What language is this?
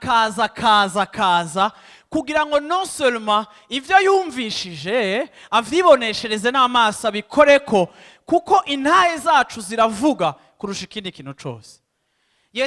Rundi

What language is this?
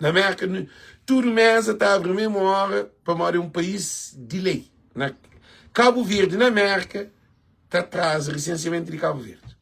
Kabuverdianu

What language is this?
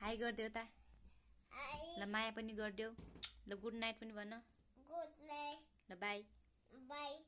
Nepali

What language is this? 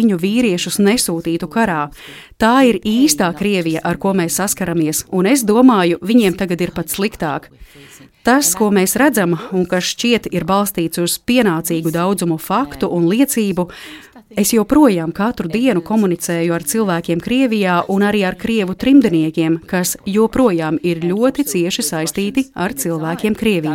Latvian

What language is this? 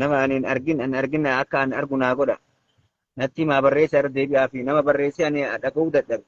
Oromo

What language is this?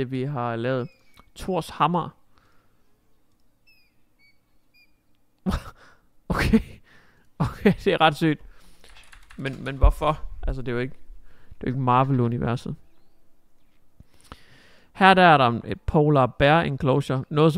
Danish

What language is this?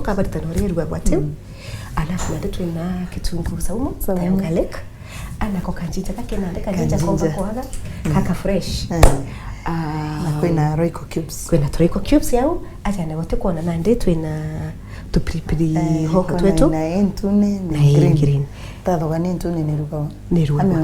Meru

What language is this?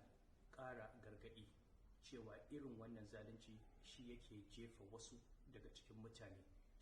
Hausa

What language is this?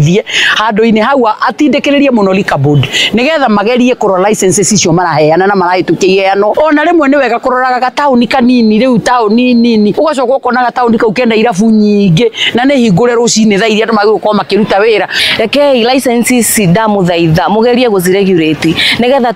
Kikuyu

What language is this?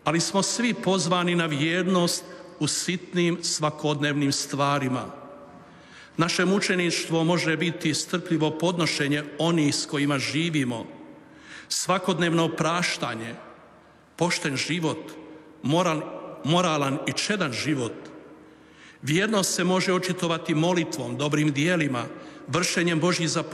Croatian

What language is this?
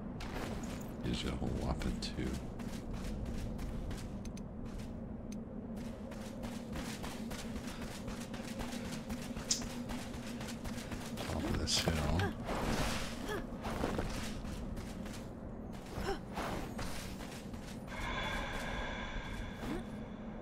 English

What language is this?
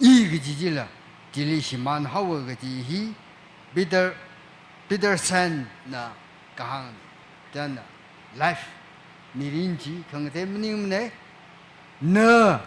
Tangkhul Naga (India)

